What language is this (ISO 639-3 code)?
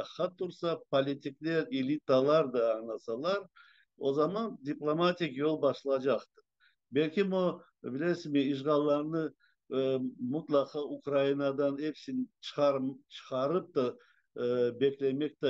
crh